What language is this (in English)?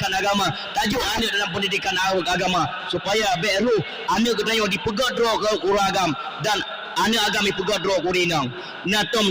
Achinese